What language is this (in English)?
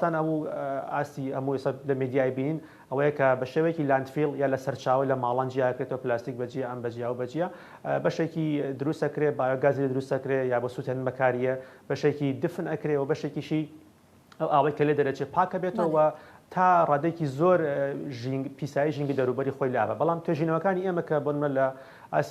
Central Kurdish